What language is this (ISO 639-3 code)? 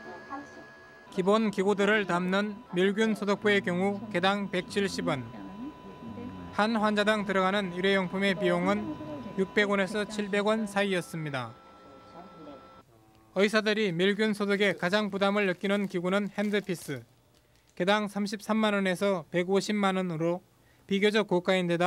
kor